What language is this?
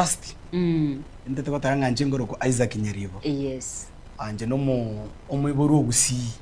Gusii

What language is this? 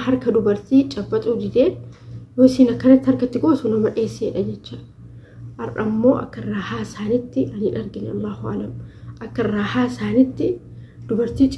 Oromo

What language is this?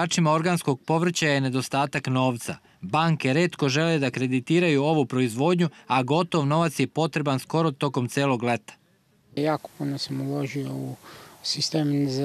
Serbian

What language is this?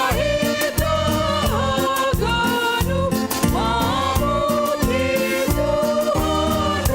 Batak Simalungun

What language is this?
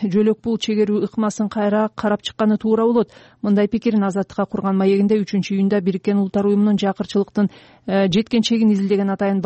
Kyrgyz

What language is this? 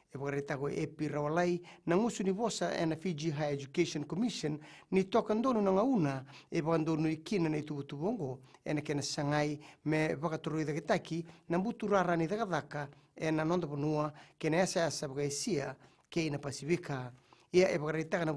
Fijian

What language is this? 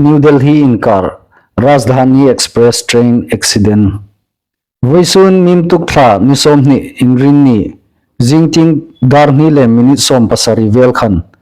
Hmar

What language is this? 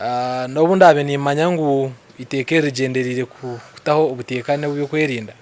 Nyankole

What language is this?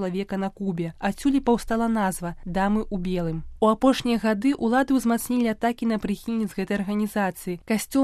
Belarusian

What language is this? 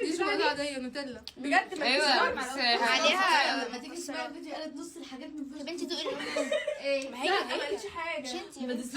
Egyptian Arabic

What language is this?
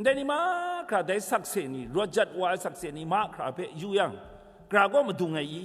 Kachin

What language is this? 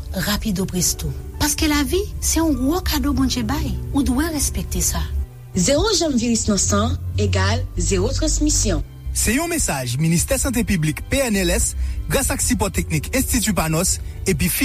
Haitian Creole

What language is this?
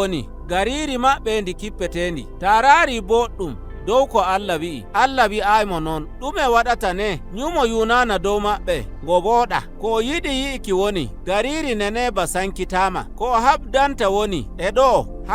Nigerian Fulfulde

